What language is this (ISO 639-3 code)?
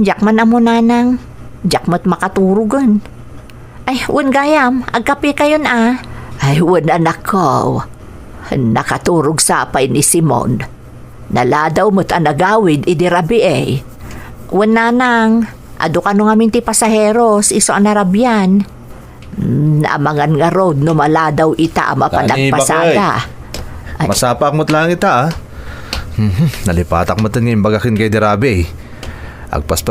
ilo